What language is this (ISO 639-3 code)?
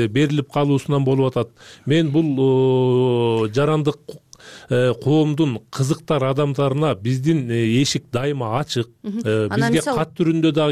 kir